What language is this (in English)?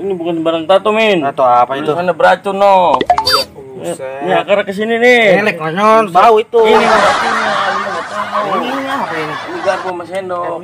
Betawi